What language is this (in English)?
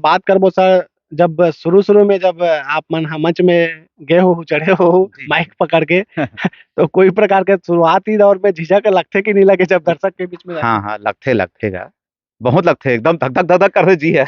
Chhattisgarhi